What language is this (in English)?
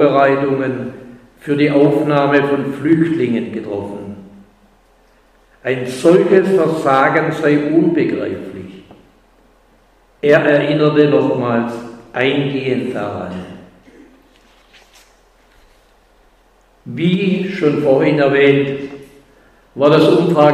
German